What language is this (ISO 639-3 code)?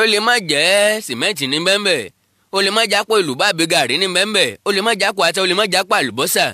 yor